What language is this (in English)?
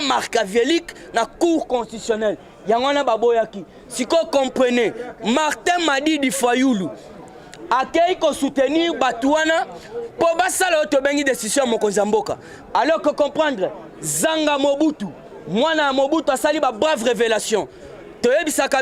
Lingala